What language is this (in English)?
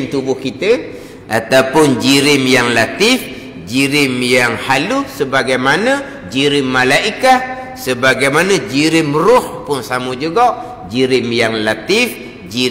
Malay